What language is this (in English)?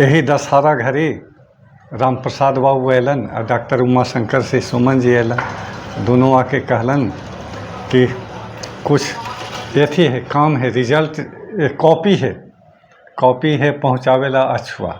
Magahi